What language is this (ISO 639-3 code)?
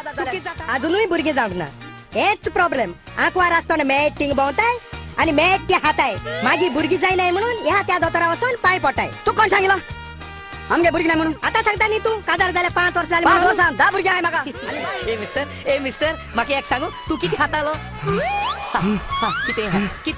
kok